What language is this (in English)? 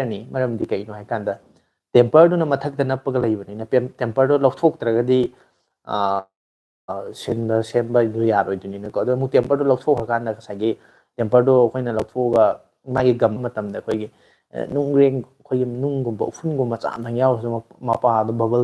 Manipuri